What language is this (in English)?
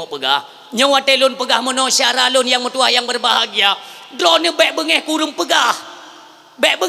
Achinese